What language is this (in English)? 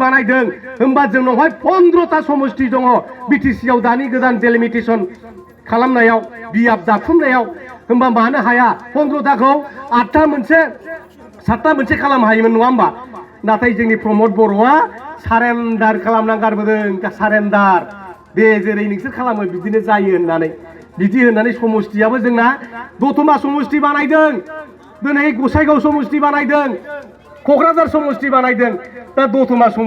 Bodo